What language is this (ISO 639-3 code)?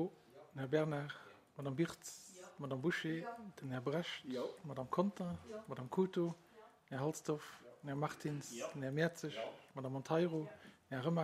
ltz